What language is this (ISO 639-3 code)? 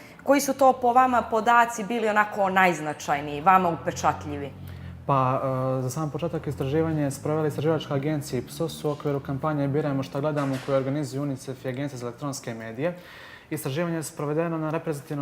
bos